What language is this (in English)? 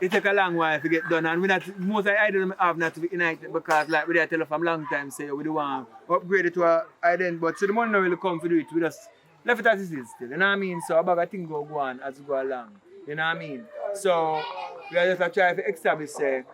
Jamaican Creole English